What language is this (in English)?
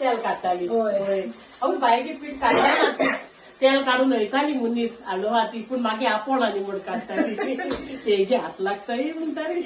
Konkani